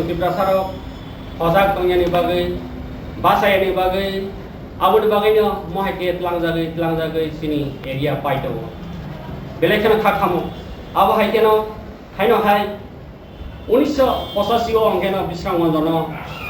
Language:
Kok Borok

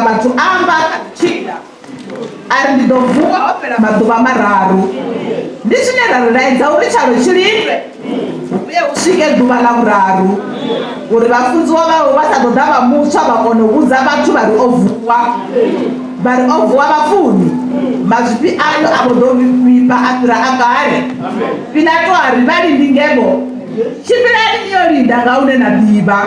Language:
Venda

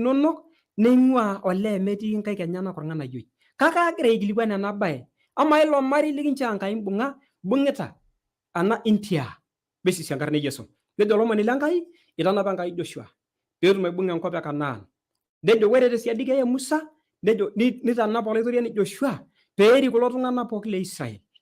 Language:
Masai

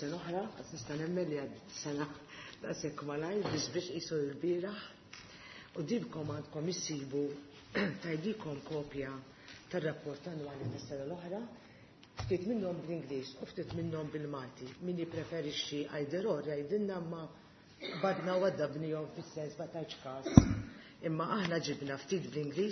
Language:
Maltese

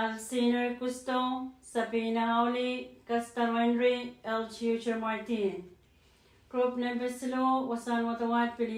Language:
Pohnpeian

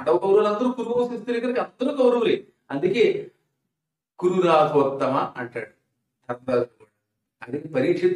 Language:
Telugu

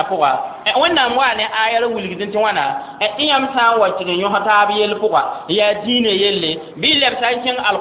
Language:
Mossi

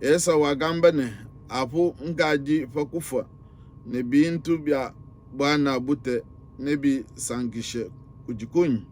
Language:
Luba-Lulua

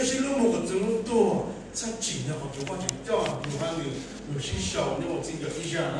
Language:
Hmong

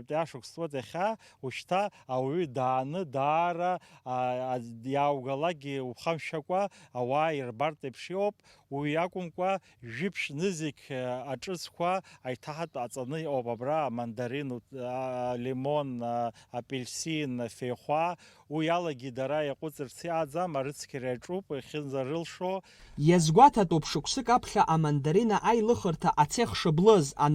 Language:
Abkhazian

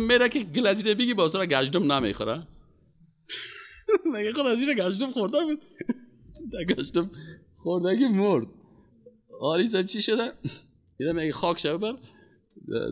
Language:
Persian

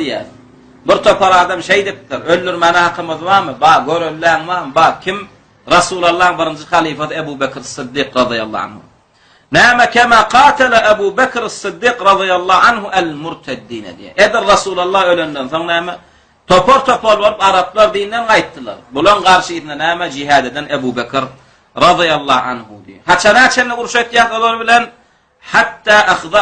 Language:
Turkmen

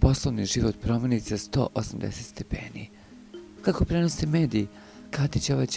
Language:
Serbian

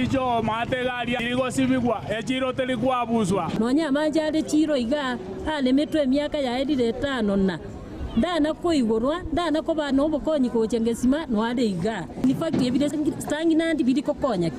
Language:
Gusii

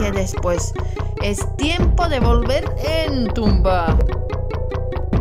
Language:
Spanish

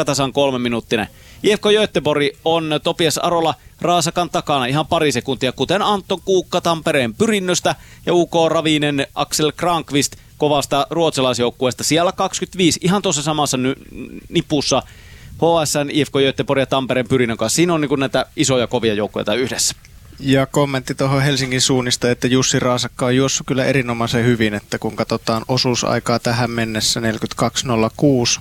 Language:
Finnish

